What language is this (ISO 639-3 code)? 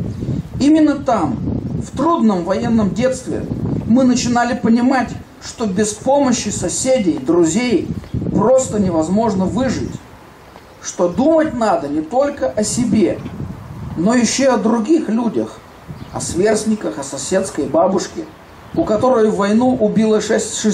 rus